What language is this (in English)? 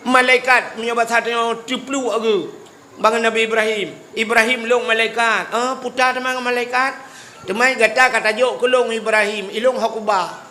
Achinese